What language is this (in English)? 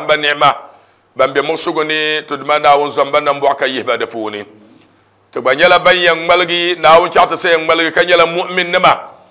Dagbani